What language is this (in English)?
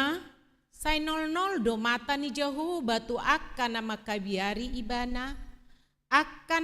Batak Toba